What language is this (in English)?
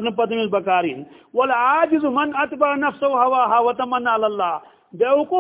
Kashmiri